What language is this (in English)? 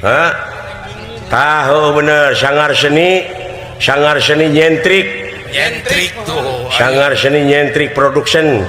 Sundanese